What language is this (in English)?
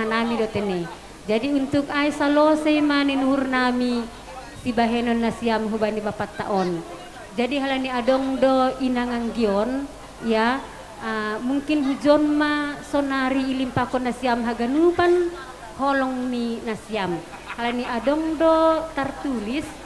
Batak Simalungun